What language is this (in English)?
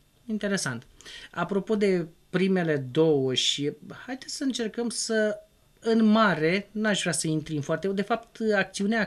Romanian